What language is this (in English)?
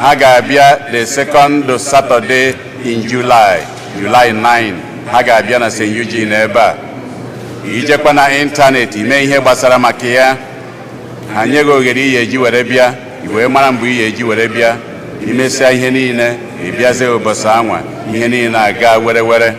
Igbo